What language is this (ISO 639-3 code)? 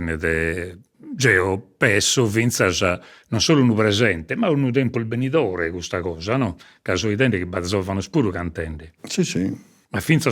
srd